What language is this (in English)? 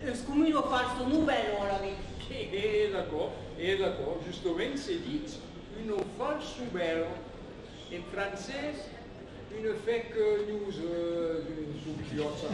Occitan